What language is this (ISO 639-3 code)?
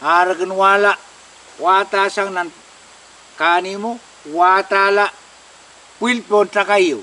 pon